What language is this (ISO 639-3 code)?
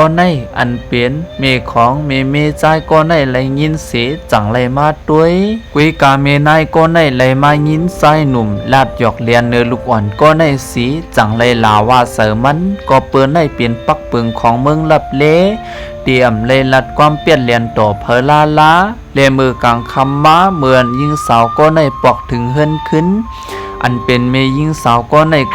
shn